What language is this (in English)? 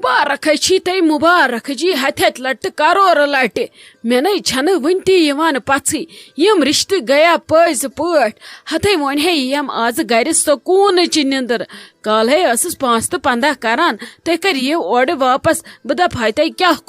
Kashmiri